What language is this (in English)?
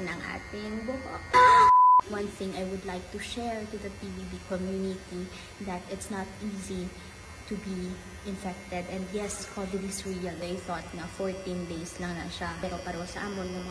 Hiligaynon